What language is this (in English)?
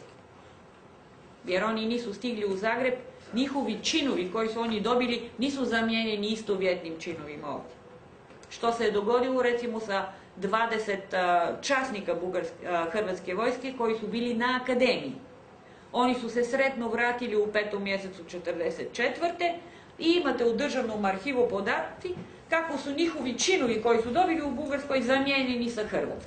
Croatian